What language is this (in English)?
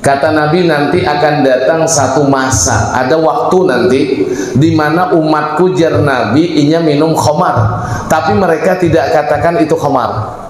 Banjar